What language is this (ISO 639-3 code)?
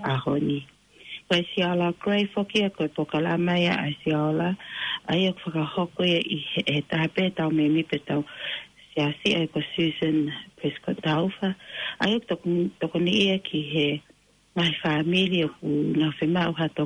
ton